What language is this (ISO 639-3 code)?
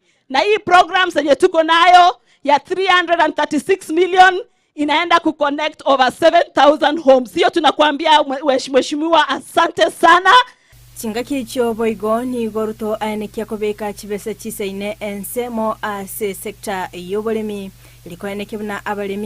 guz